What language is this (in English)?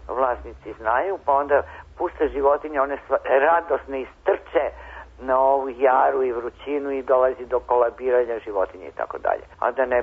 Serbian